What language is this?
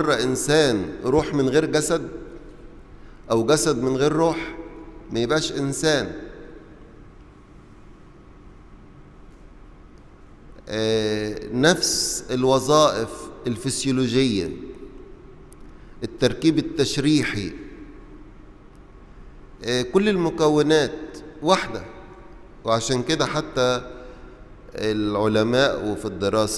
Egyptian Arabic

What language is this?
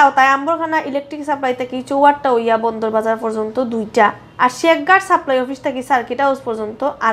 Sylheti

